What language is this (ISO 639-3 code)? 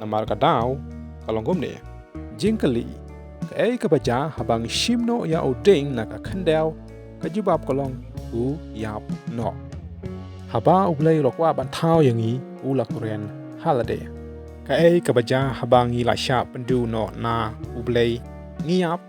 kha